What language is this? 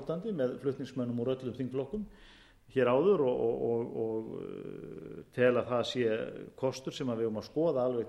Icelandic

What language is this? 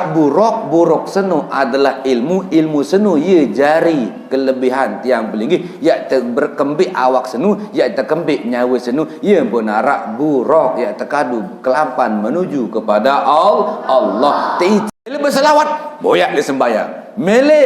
Sasak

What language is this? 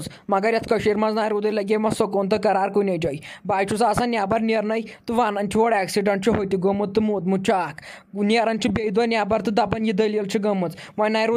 Kashmiri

